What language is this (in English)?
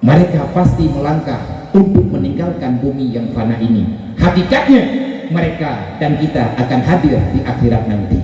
Achinese